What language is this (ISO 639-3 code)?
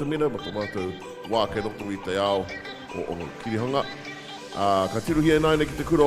mri